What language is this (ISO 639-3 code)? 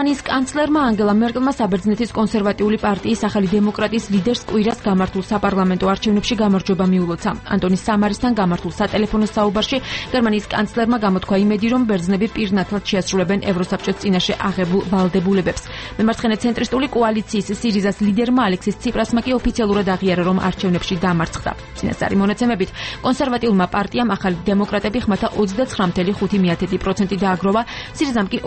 kat